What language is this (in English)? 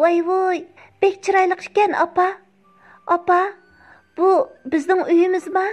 Uyghur